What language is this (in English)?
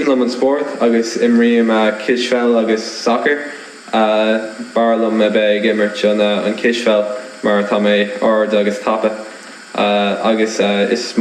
Irish